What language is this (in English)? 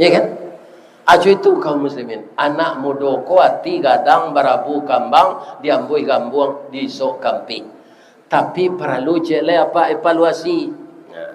Minangkabau